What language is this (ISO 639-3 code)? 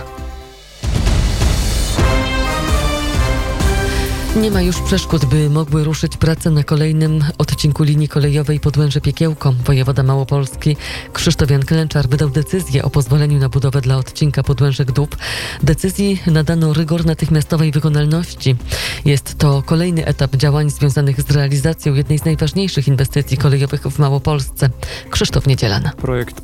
pol